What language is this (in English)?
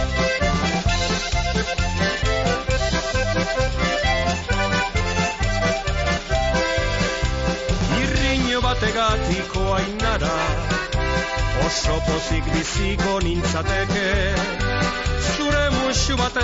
Basque